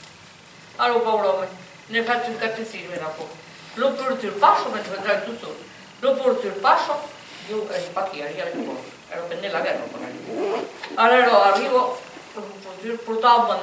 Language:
Occitan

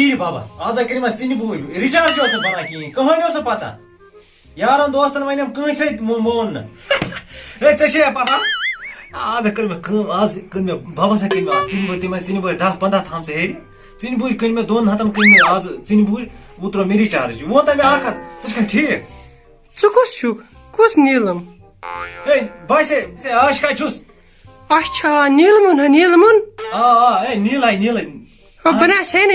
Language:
Kashmiri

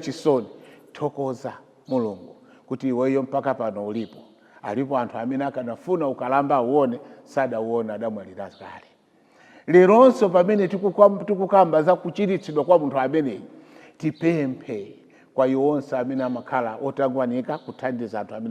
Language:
Nyanja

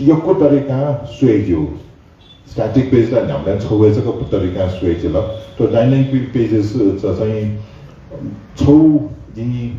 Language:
Newari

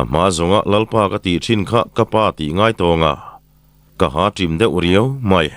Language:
Mizo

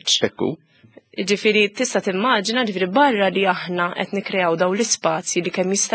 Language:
Maltese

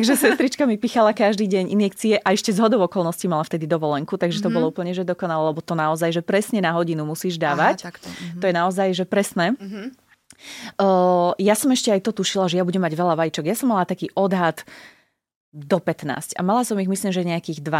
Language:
Slovak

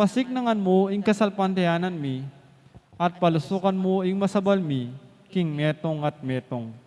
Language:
Pampanga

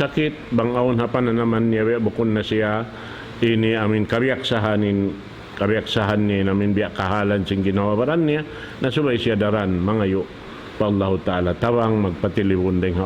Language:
Tausug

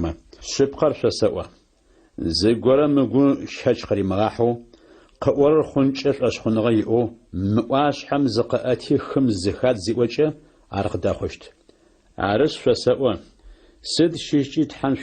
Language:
Adyghe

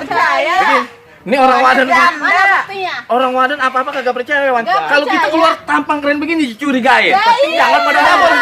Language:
Betawi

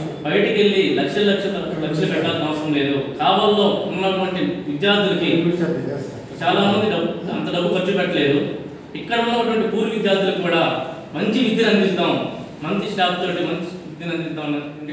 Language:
Telugu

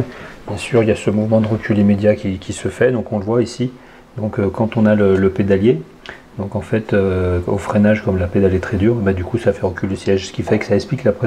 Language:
French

